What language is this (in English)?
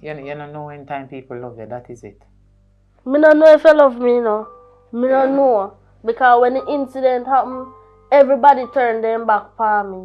Jamaican Creole English